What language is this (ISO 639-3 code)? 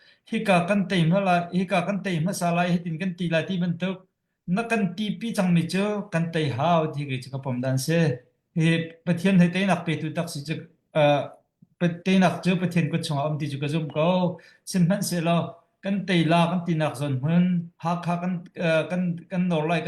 cnh